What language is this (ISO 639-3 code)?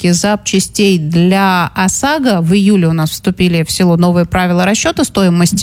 rus